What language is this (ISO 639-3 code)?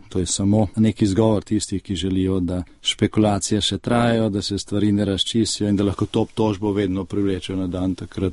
slv